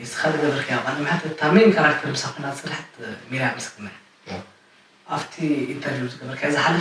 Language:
Tigrinya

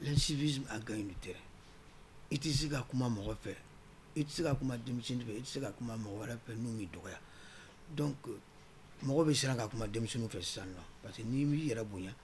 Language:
Bambara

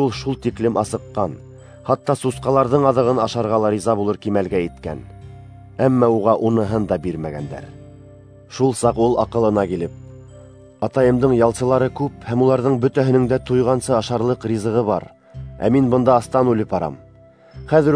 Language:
Bashkir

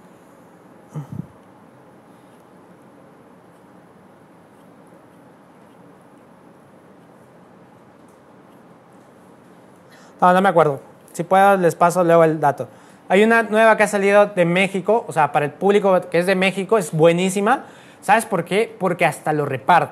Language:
Spanish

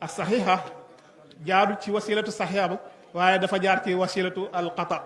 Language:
Wolof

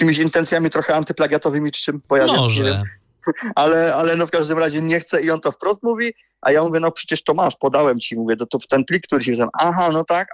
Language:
Polish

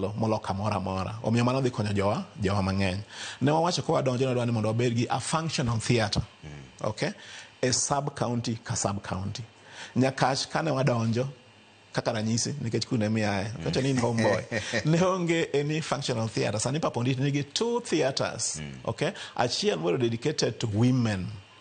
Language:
Luo (Kenya and Tanzania)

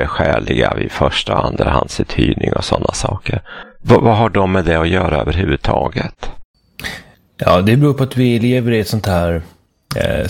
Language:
Swedish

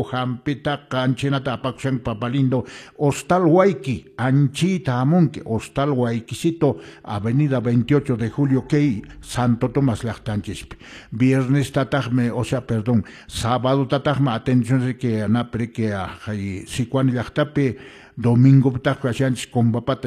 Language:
Quechua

